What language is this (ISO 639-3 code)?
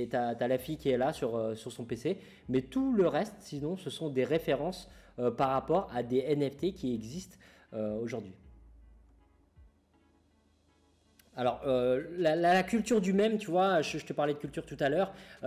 fra